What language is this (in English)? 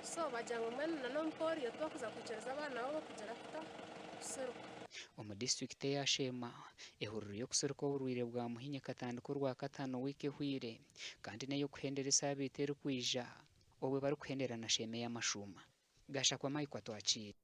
Nyankole